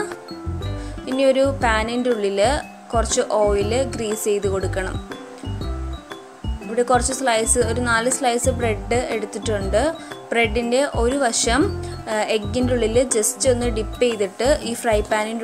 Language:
Malayalam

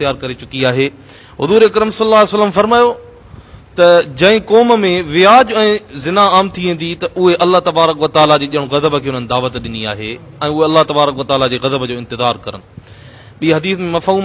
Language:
Sindhi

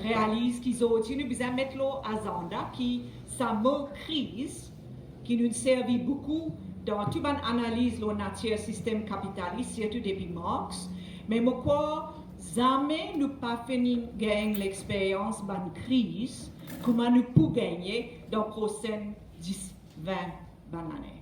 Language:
Morisyen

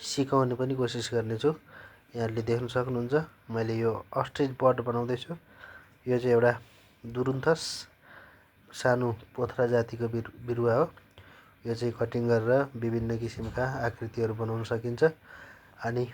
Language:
Nepali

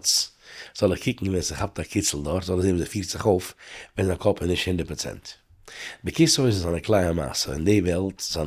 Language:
Yiddish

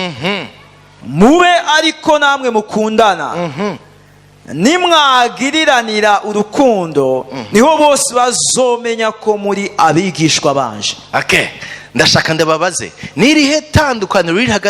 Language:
Rundi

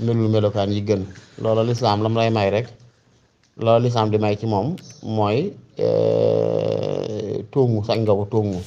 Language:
Wolof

